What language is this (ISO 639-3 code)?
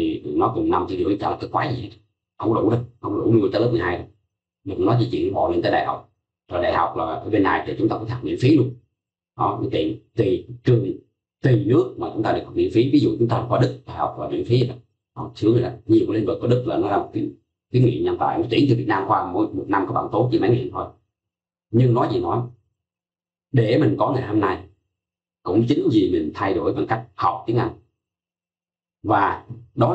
vie